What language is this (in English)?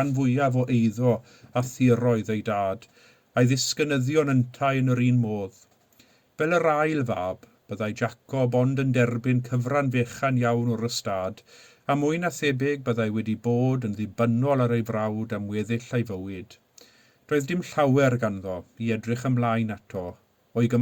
Welsh